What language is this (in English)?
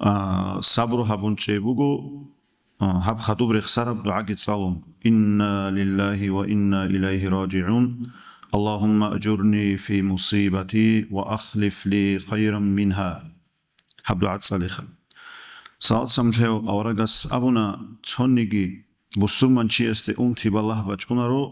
Avaric